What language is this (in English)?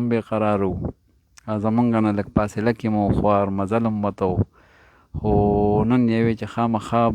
Pashto